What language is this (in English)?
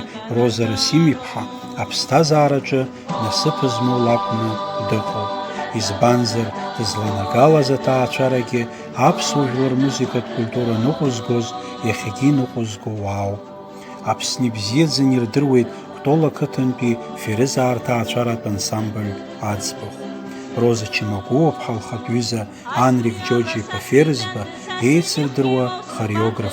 Abkhazian